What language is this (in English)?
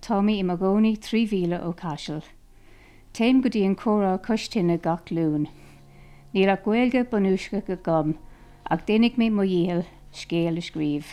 Irish